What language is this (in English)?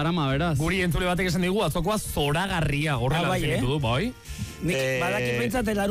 Basque